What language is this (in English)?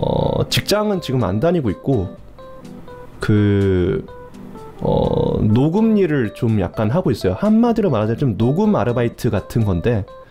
Korean